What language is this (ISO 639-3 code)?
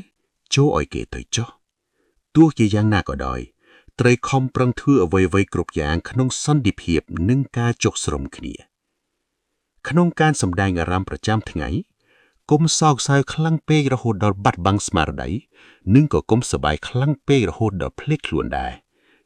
khm